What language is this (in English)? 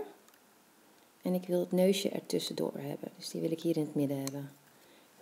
Dutch